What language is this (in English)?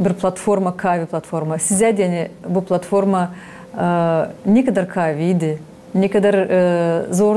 Gagauz